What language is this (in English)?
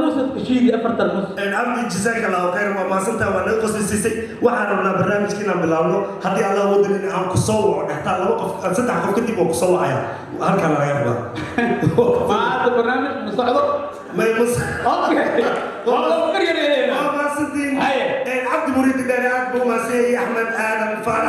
Somali